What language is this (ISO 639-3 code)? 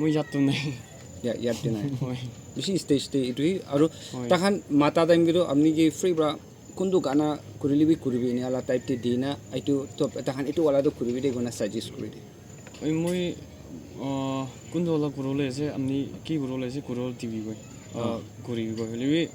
nag